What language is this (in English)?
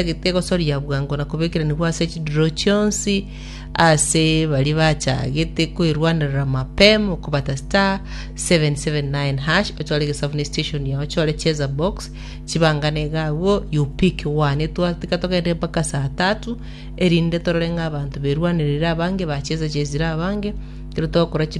Gusii